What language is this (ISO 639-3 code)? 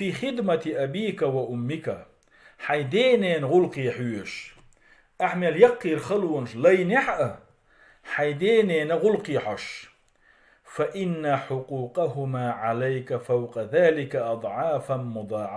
che